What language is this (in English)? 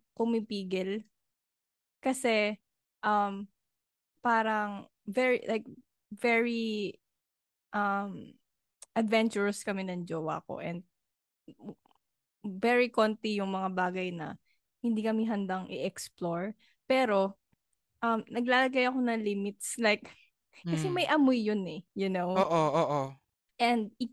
Filipino